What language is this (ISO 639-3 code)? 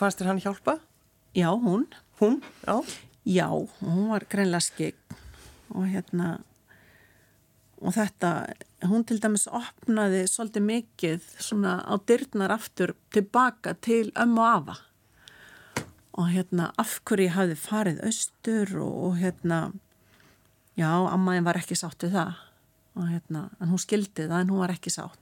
isl